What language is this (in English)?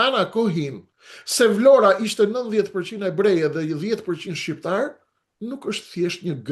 Albanian